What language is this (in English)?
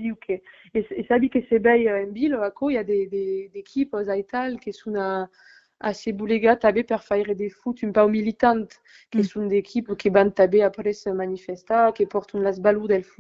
Occitan